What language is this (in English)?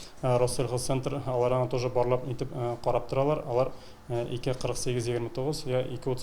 Tatar